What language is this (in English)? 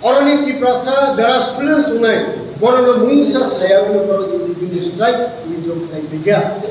Kok Borok